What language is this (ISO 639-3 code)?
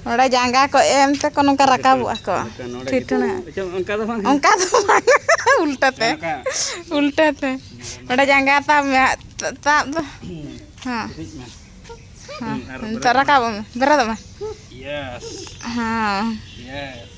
sat